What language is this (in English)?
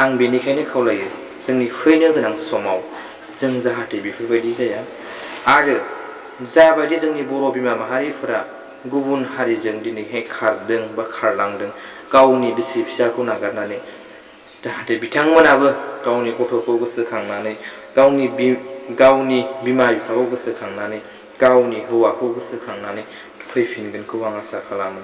Bodo